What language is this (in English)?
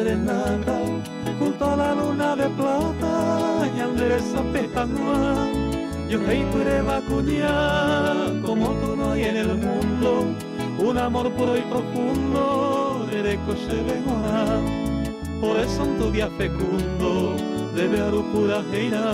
Guarani